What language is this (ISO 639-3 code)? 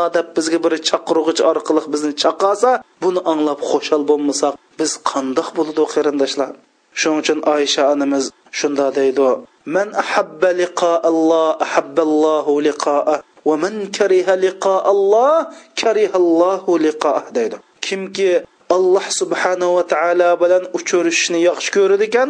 uig